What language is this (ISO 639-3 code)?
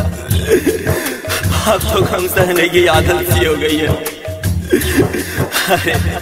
bho